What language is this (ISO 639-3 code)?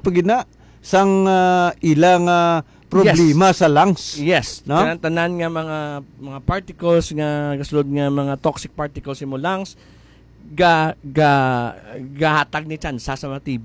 hil